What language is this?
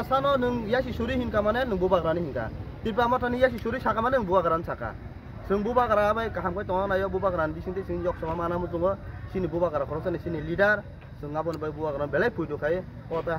Kok Borok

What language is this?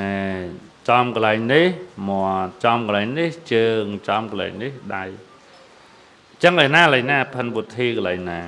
Khmer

